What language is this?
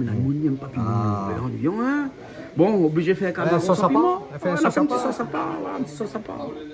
Réunion Creole French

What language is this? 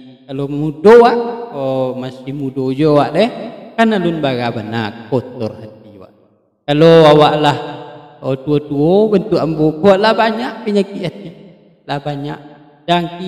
Minangkabau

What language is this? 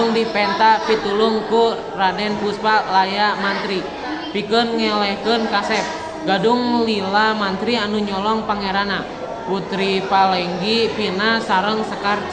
Sundanese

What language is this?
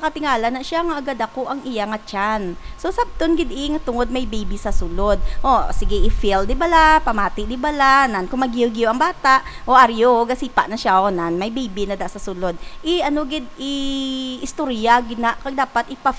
Hiligaynon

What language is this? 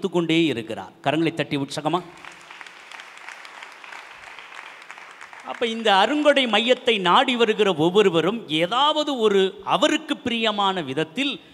Tamil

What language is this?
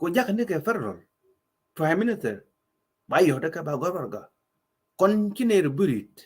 Nuer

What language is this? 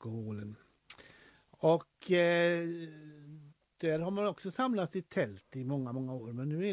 Swedish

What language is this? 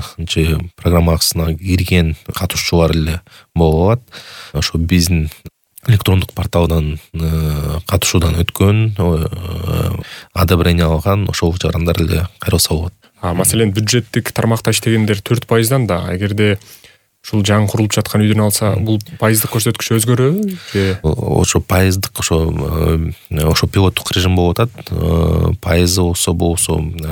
Kyrgyz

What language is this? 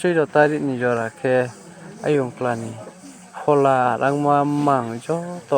Riang (India)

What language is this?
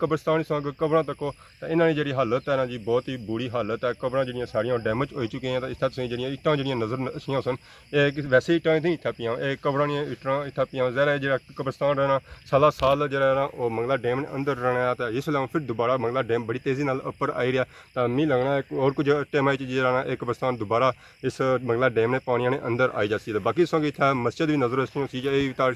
Pahari-Potwari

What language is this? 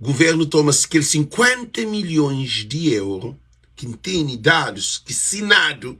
Kabuverdianu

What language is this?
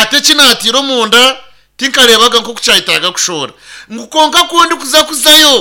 Nyankole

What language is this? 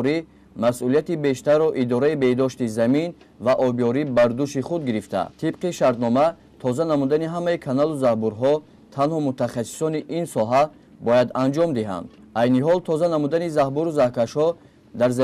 Tajik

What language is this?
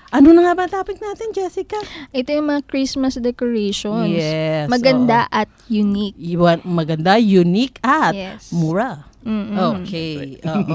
Filipino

